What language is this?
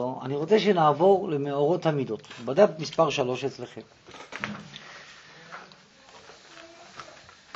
Hebrew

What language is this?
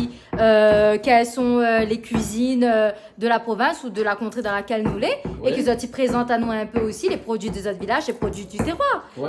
Réunion Creole French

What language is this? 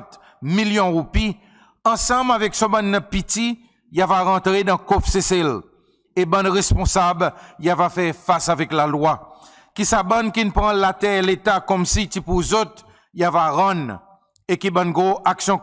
Seselwa Creole French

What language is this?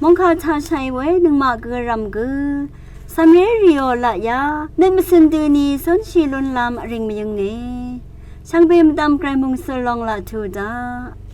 Rawang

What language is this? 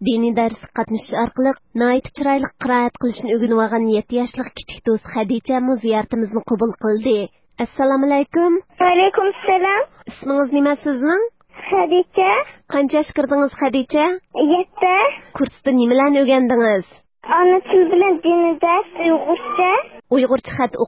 Uyghur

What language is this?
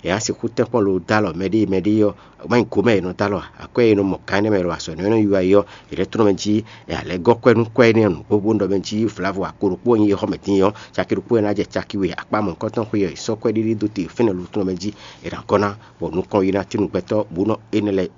Fon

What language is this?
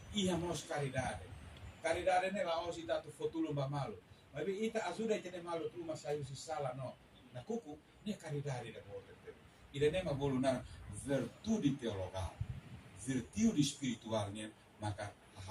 Tetum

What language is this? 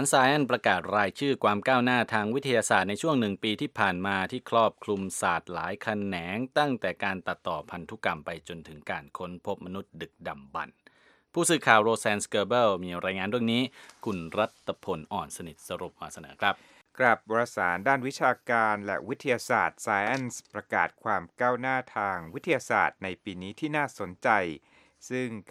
Thai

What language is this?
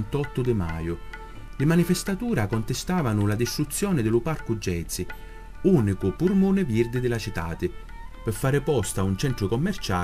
Sicilian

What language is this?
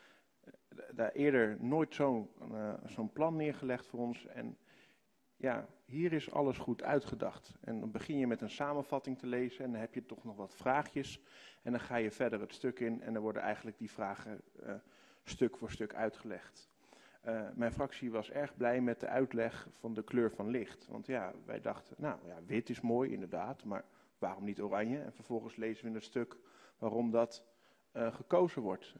Dutch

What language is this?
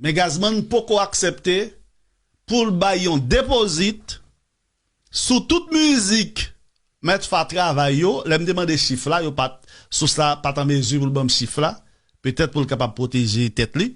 Haitian Creole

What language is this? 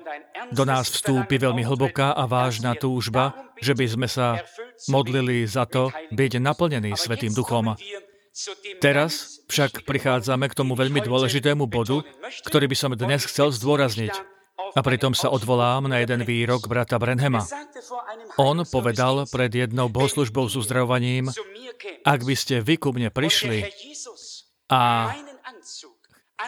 Slovak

